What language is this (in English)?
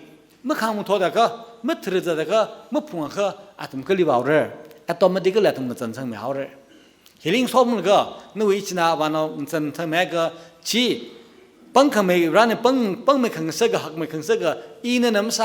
Tangkhul Naga (India)